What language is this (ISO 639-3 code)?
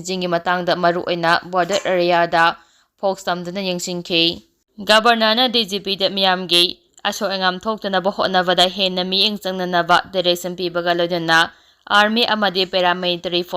mni